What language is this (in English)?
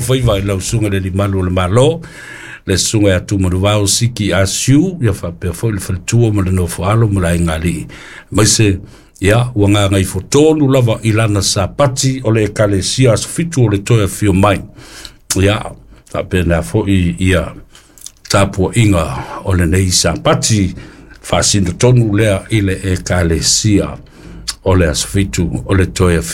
Samoan